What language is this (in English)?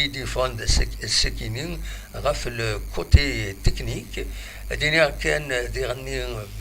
Kabyle